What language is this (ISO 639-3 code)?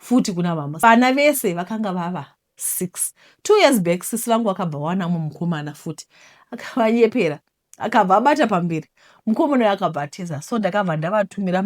sna